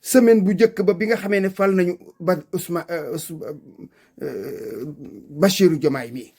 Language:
Wolof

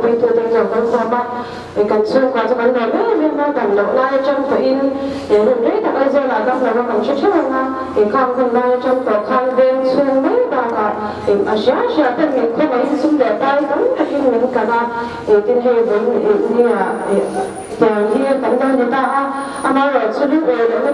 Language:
Mizo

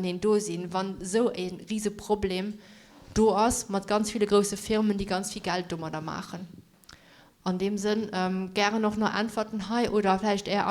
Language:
Luxembourgish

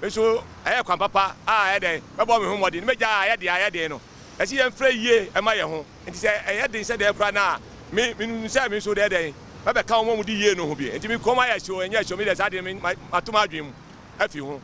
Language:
Akan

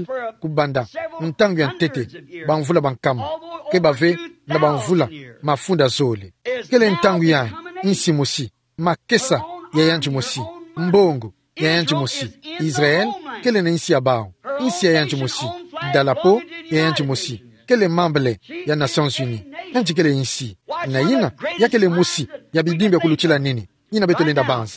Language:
Kituba (Democratic Republic of Congo)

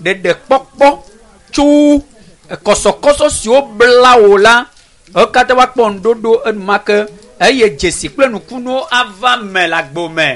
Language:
Ewe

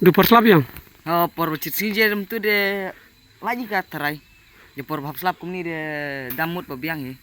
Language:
Khasi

